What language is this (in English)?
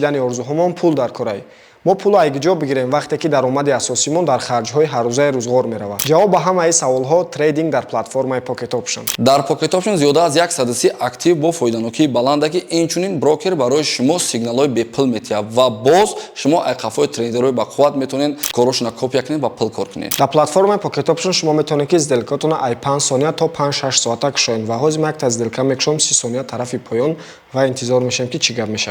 Tajik